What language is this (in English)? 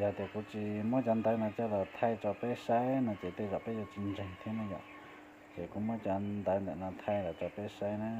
Hmong